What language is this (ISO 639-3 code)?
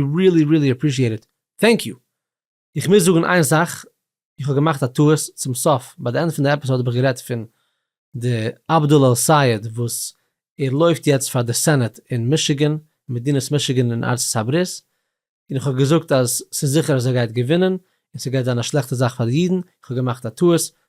yid